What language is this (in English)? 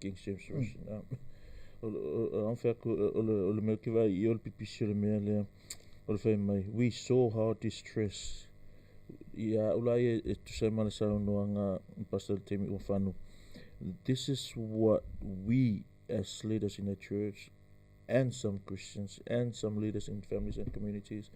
Samoan